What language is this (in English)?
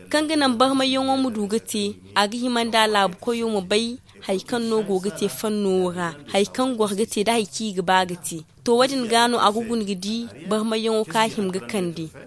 Zarma